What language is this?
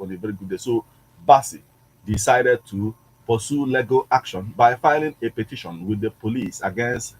Igbo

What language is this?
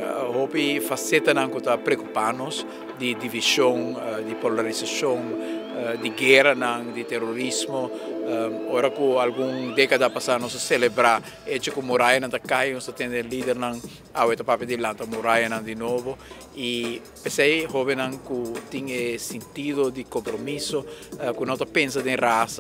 Papiamento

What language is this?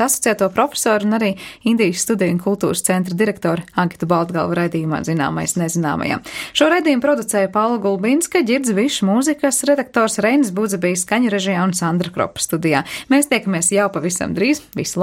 Latvian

